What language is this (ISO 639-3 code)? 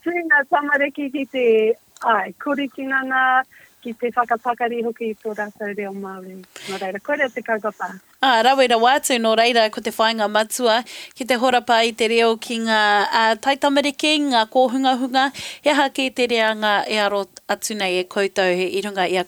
mri